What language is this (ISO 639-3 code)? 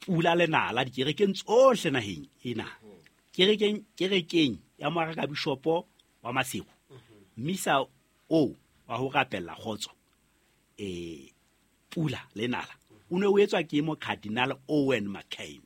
sot